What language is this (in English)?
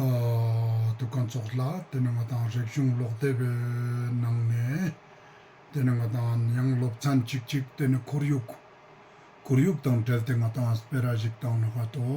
Ladakhi